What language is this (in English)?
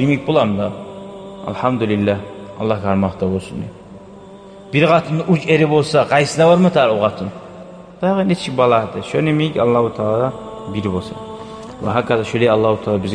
Kumyk